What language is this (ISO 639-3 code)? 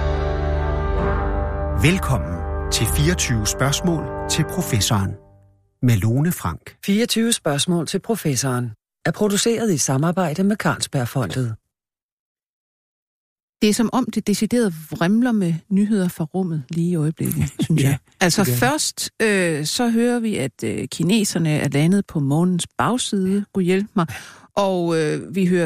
dan